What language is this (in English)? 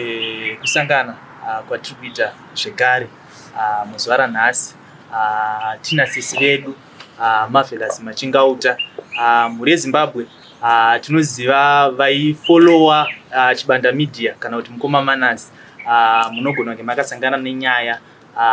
Shona